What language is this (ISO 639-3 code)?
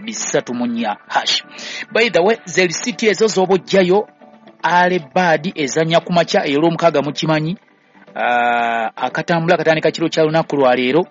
lug